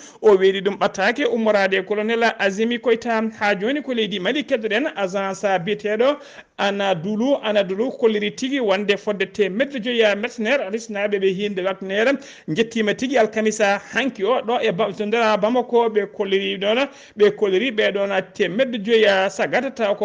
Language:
Fula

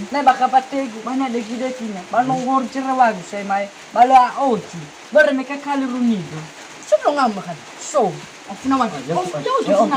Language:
Nias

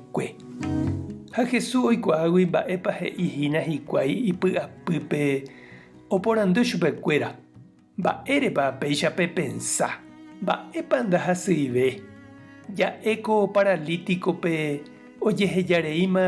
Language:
Guarani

